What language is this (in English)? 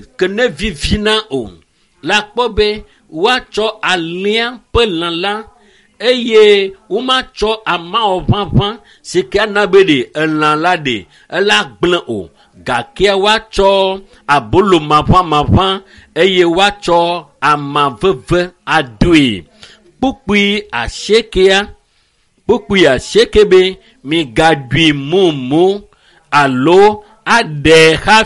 Ewe